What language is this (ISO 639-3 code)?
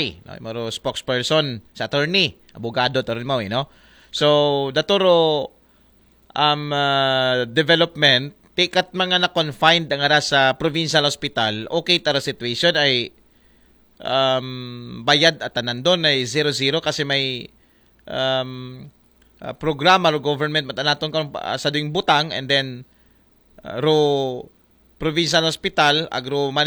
akl